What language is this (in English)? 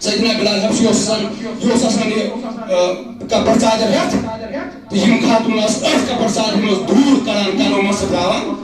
Kashmiri